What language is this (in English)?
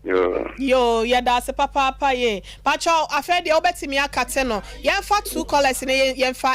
Akan